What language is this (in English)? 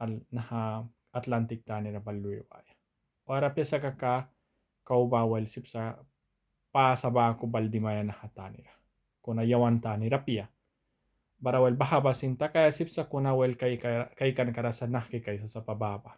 Mískito